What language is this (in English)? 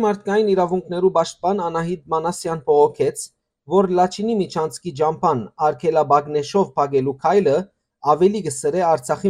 Western Armenian